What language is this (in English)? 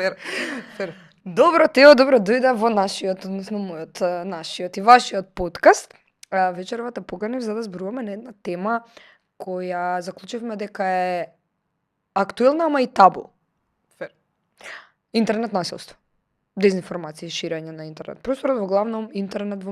Macedonian